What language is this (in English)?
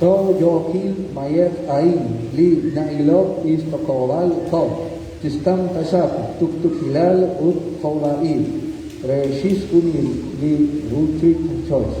Kekchí